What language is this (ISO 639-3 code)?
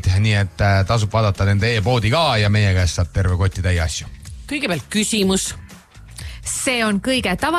est